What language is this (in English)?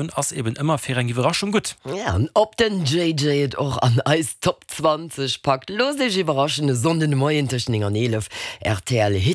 Luxembourgish